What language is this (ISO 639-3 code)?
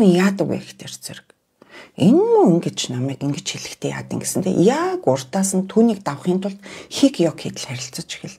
mon